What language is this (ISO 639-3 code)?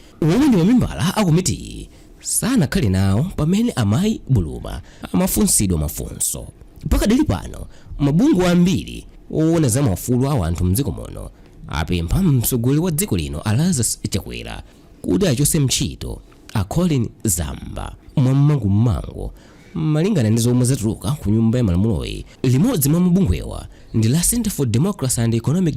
nya